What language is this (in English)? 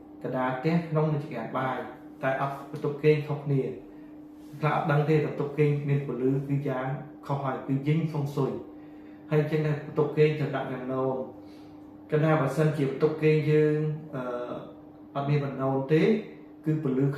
Khmer